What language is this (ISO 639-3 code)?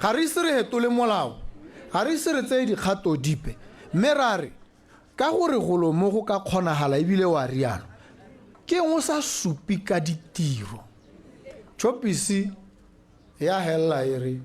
tsn